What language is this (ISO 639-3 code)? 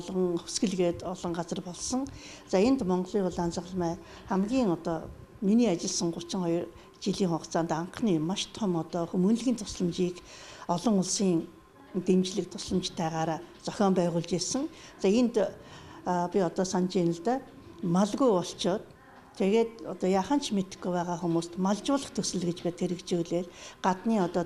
mon